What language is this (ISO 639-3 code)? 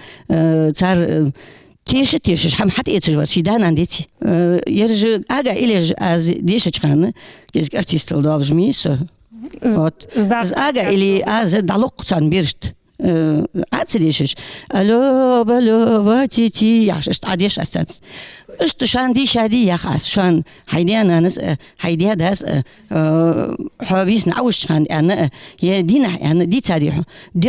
inh